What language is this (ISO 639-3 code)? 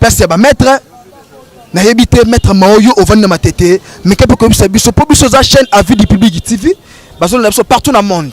lin